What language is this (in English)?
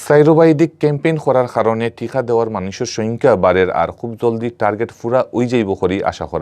Sylheti